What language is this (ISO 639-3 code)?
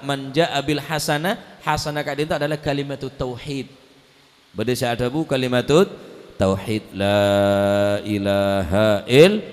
mad